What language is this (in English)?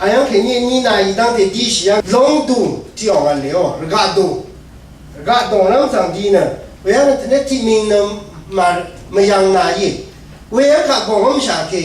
Rawang